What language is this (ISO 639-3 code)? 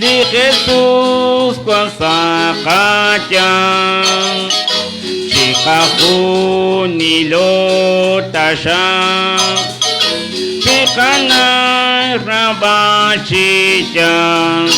kek